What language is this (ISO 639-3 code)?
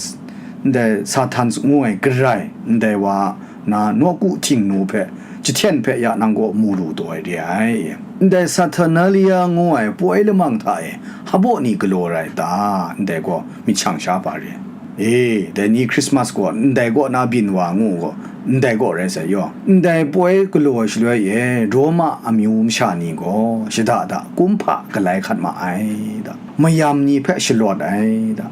kac